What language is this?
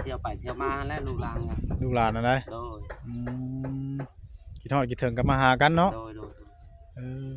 Northeastern Thai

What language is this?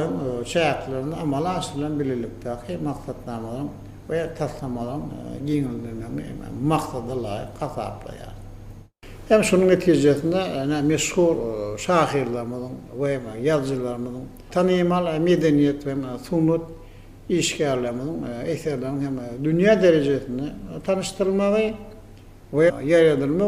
Turkmen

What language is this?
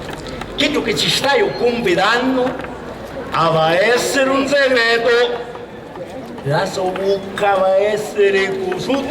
Sicilian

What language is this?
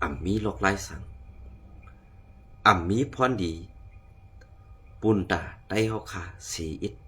Shan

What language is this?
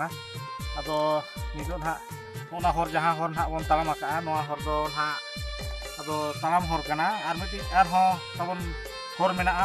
Santali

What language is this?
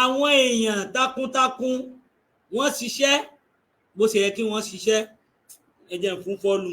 Yoruba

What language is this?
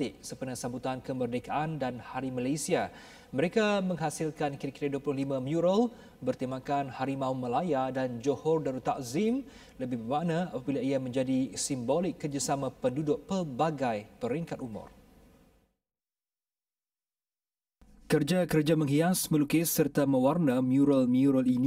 Malay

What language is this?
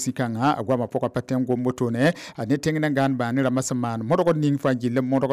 Mossi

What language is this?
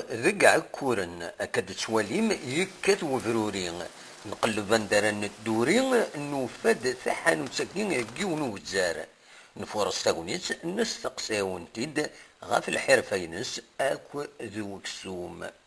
Kabyle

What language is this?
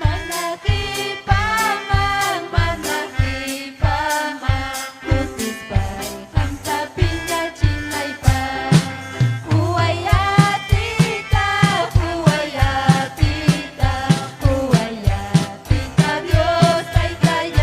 Ayacucho Quechua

